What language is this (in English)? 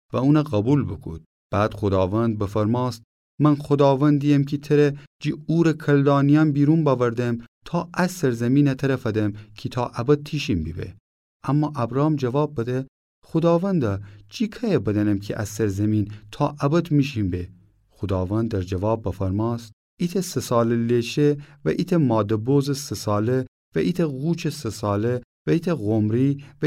Gilaki